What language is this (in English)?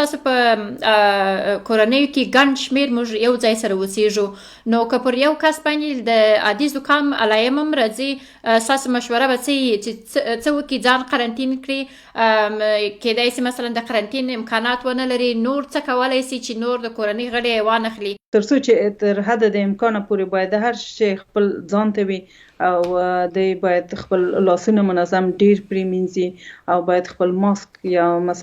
Pashto